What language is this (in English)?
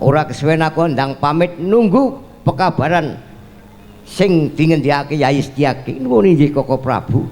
Javanese